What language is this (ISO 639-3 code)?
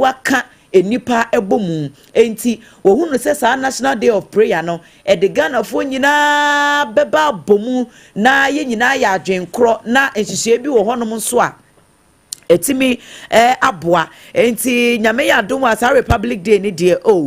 aka